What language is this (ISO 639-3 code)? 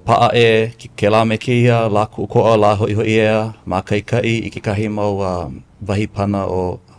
haw